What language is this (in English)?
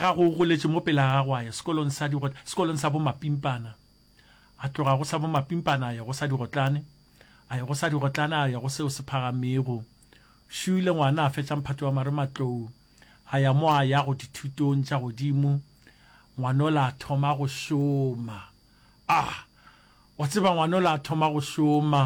Northern Sotho